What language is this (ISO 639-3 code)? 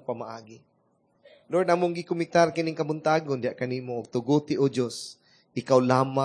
ceb